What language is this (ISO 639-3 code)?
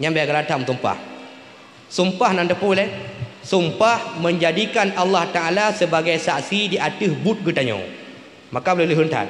ace